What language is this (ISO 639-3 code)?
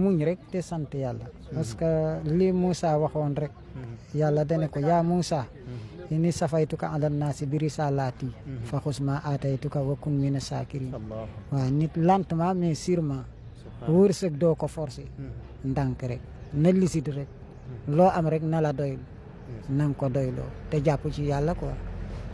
wol